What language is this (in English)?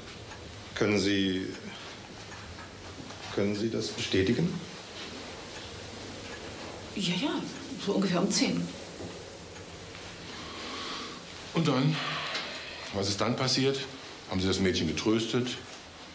German